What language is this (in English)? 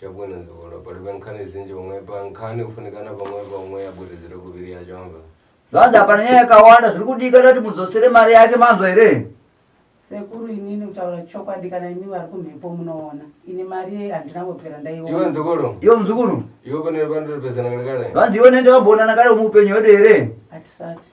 Shona